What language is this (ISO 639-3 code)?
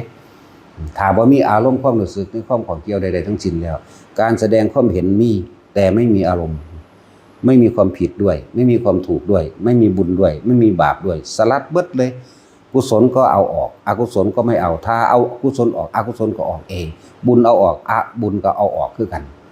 tts